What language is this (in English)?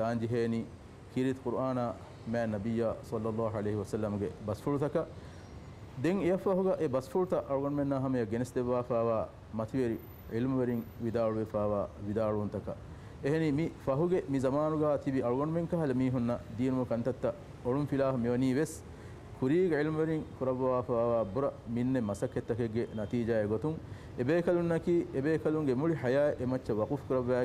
Divehi